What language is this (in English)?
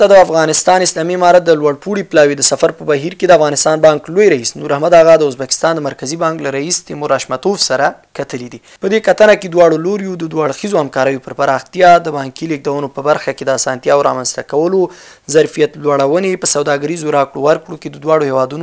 Pashto